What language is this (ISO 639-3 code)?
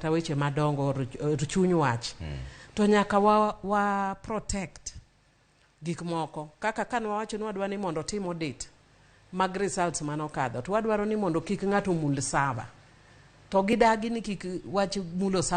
luo